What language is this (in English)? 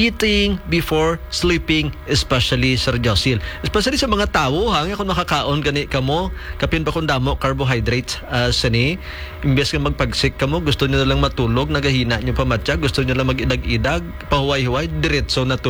Hiligaynon